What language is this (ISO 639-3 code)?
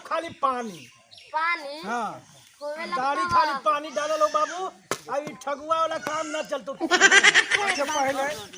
mag